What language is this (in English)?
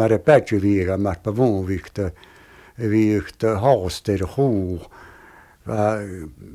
Estonian